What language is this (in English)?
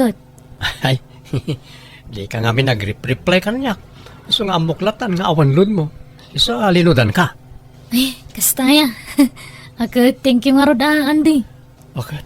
Iloko